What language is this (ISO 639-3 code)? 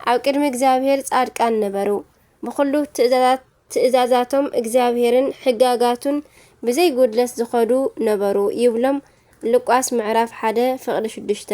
tir